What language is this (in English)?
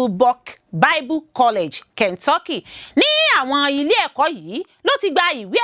Yoruba